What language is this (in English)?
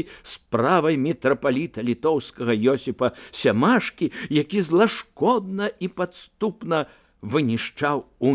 Belarusian